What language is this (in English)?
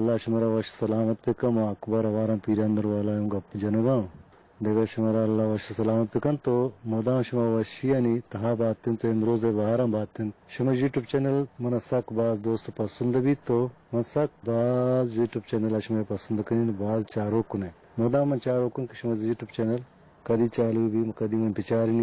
Eastern Balochi